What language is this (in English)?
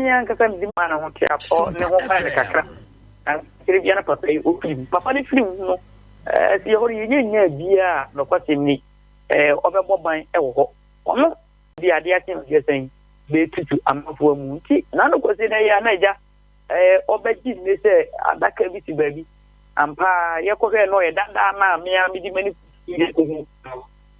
Akan